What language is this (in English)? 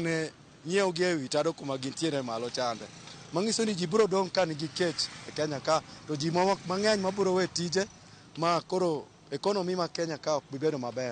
Luo (Kenya and Tanzania)